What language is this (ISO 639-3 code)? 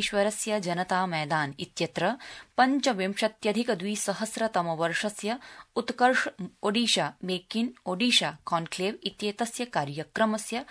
san